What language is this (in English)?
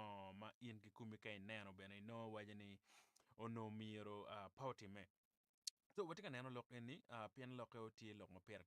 Acoli